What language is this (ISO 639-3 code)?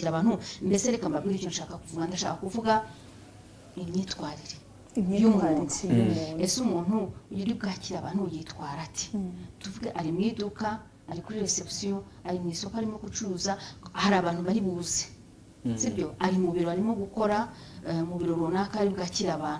kin